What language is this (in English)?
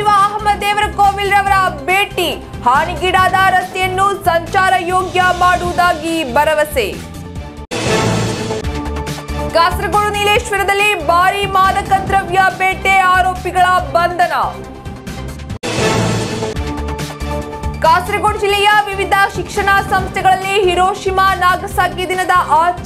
Kannada